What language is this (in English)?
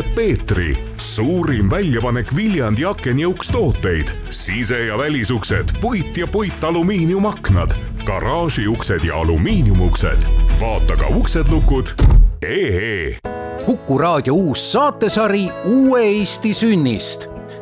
Estonian